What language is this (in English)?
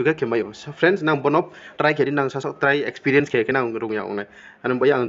Riang (India)